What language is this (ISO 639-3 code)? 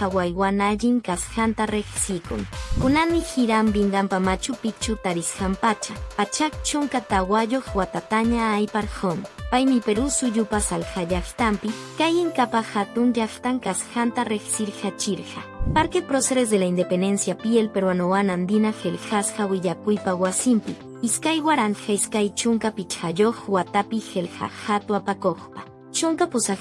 que